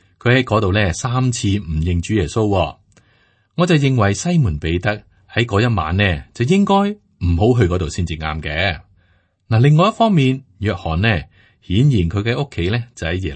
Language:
Cantonese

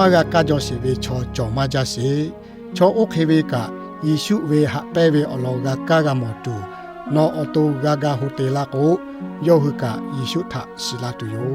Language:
Lahu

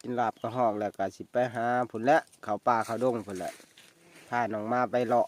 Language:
Northeastern Thai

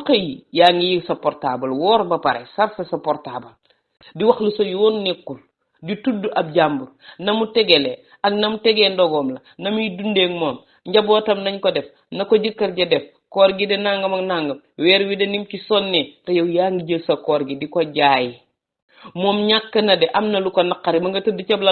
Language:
Wolof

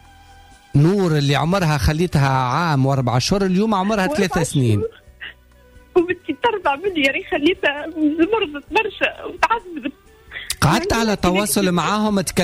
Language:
Tunisian Arabic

